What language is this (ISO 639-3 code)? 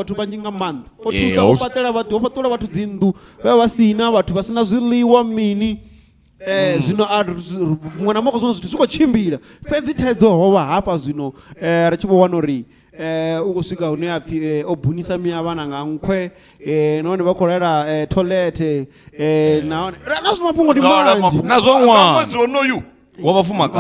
ven